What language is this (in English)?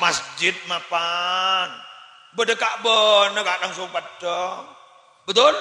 Madurese